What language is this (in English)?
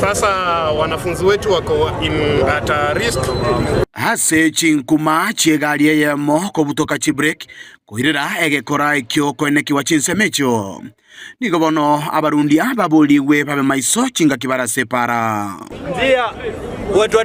Gusii